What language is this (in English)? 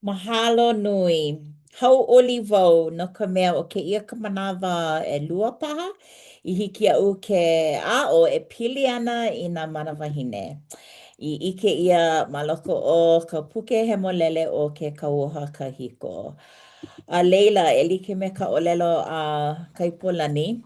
Hawaiian